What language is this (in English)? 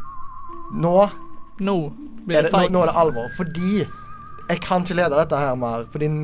Norwegian